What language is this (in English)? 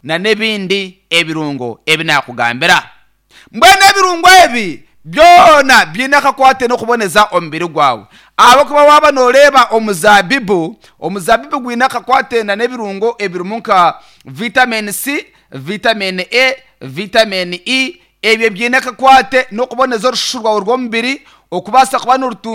Nyankole